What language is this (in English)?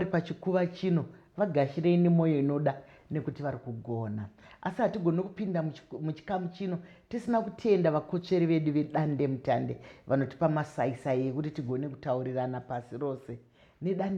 Shona